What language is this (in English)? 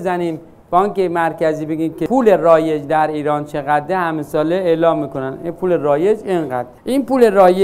Persian